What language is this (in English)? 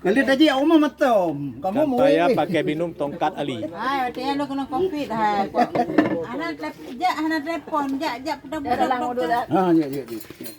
Achinese